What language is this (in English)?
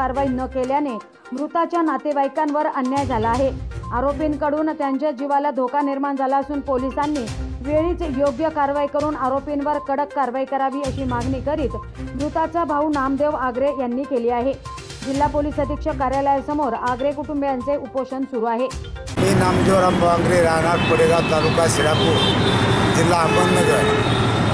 Marathi